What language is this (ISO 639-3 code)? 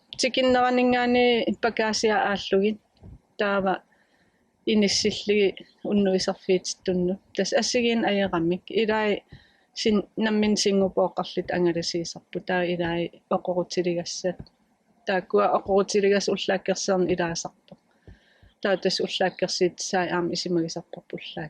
kal